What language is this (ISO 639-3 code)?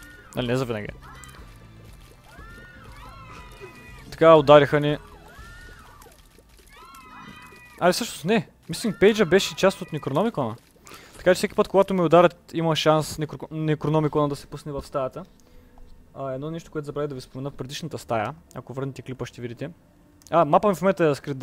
bul